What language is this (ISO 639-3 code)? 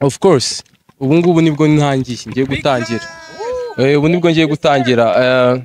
kin